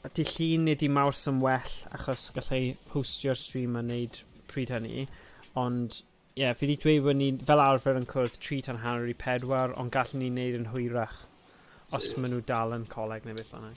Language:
Welsh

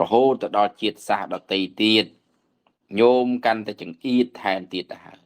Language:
Khmer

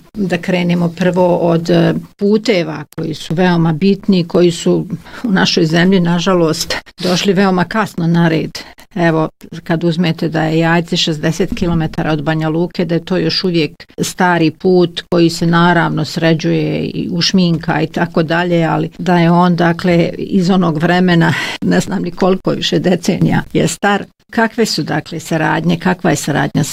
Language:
Bosnian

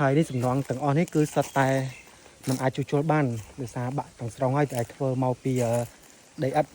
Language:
Khmer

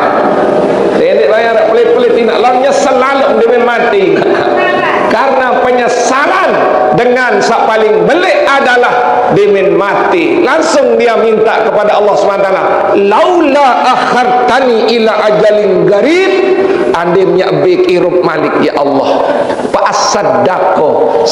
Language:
Sasak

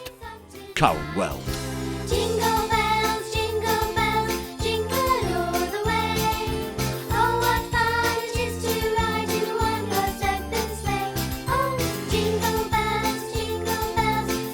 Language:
Welsh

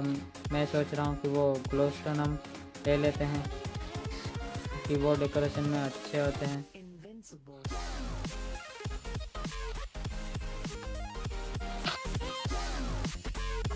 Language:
Hindi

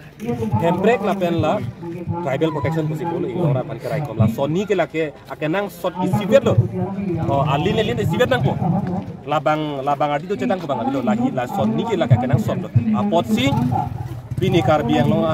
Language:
Karbi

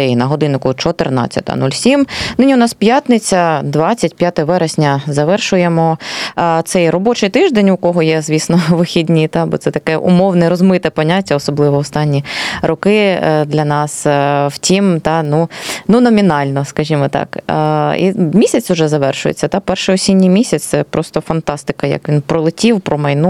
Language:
Ukrainian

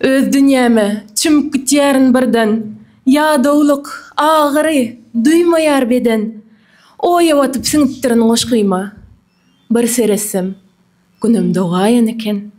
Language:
Turkmen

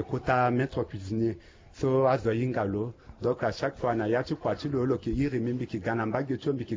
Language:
Sango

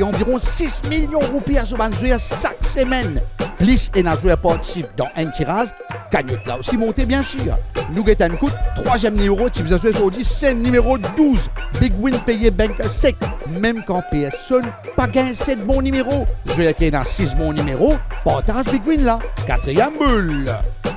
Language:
Morisyen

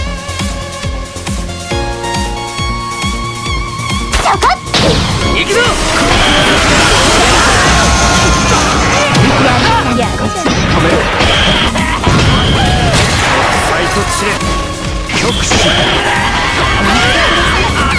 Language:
Japanese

